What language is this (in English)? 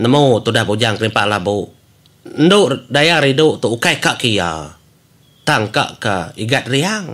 Iban